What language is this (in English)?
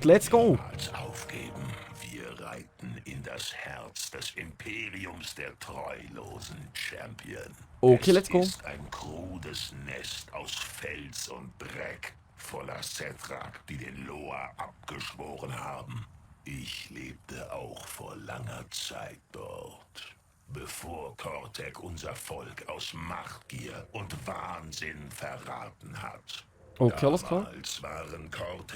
Swiss German